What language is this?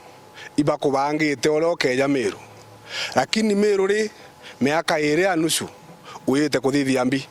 Meru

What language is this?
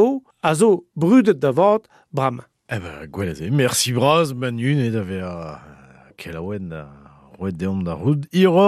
Breton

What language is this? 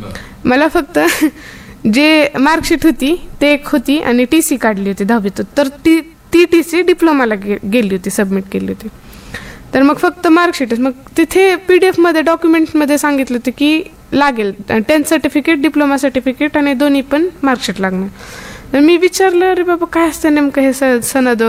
Marathi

